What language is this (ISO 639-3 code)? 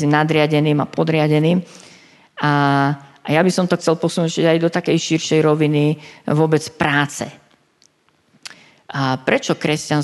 slk